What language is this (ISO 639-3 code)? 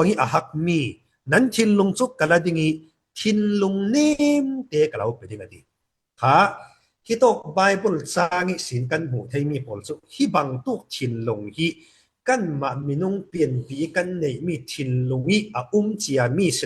cfm